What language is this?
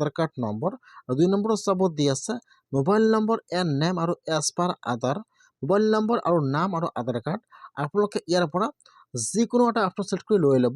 Assamese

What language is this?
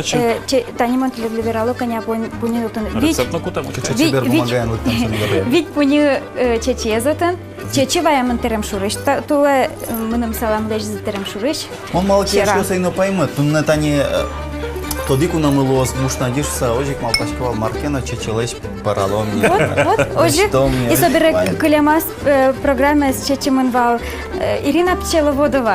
Udmurt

